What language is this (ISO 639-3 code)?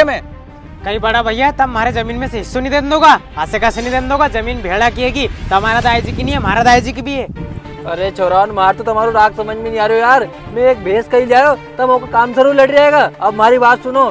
raj